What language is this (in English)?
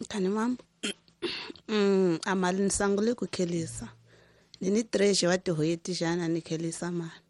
Tsonga